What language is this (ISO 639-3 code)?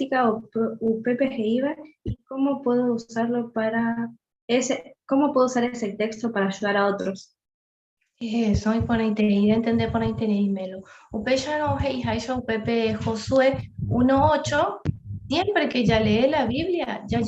grn